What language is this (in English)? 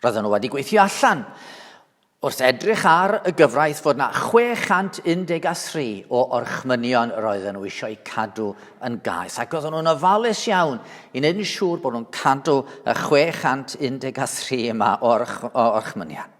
Welsh